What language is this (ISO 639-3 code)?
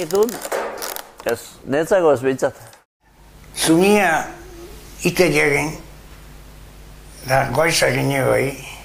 eus